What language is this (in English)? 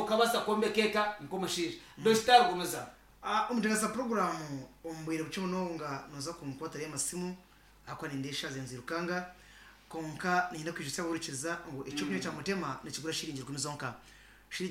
Nyankole